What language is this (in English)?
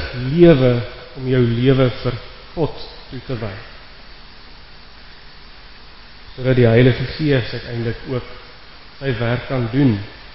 Afrikaans